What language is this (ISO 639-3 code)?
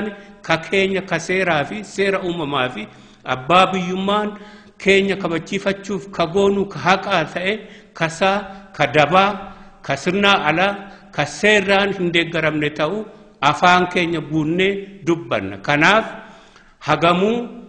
orm